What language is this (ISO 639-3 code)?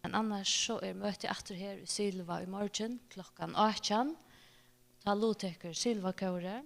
fao